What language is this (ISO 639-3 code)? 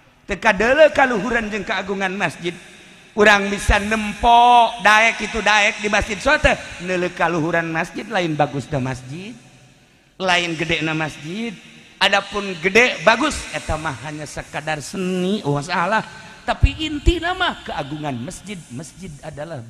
sun